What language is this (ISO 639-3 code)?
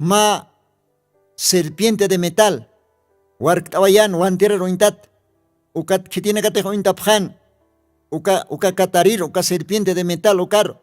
aym